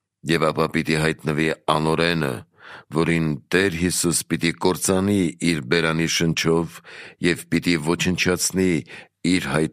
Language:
Armenian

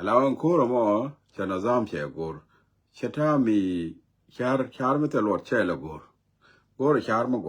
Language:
Nuer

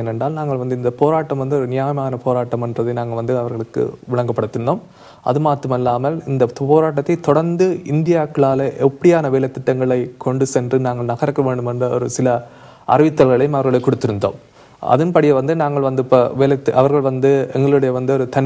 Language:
Tamil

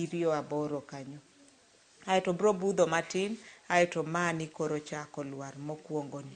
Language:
Luo (Kenya and Tanzania)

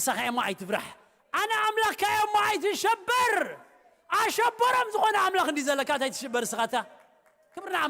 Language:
Tigrinya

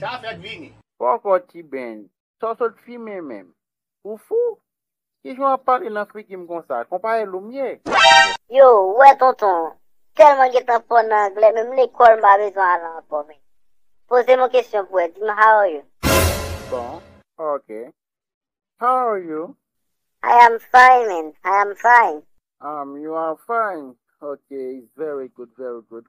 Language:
Haitian Creole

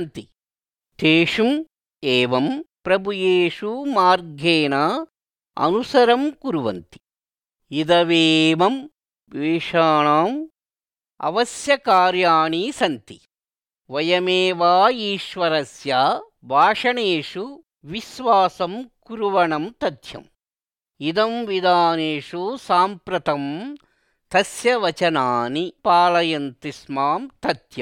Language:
Sanskrit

